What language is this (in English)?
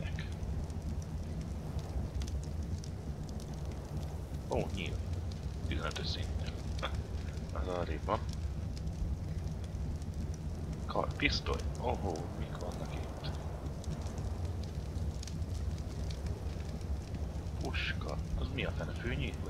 Hungarian